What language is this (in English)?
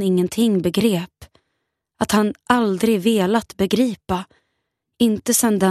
Swedish